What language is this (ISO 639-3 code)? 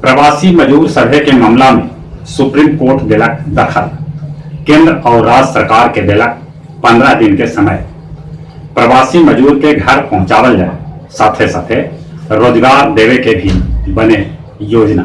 mag